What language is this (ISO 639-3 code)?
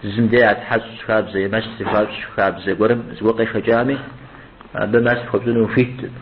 kbd